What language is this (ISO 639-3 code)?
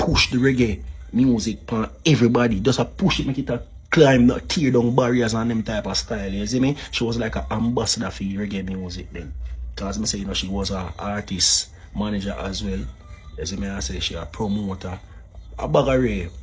jam